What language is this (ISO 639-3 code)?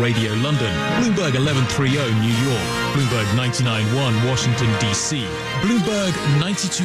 eng